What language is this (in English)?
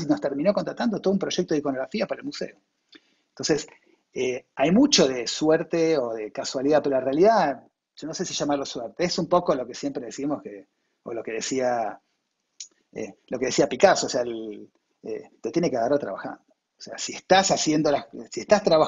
Spanish